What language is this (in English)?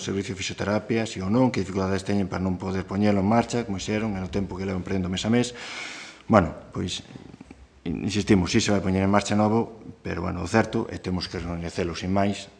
Galician